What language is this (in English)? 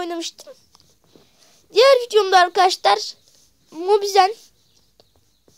Turkish